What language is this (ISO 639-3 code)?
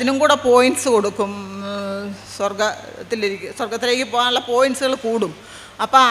mal